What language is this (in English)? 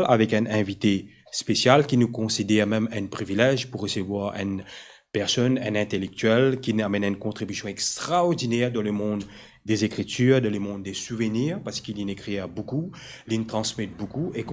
Morisyen